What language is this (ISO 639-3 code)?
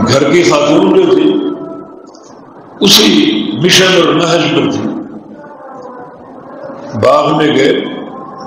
urd